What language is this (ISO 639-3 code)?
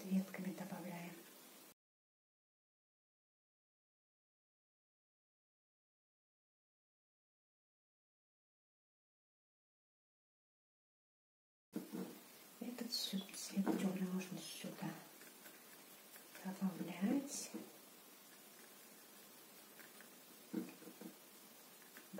rus